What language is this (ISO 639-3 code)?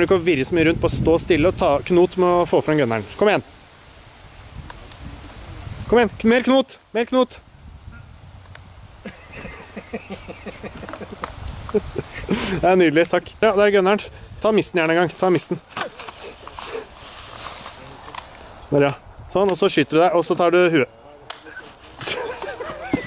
nor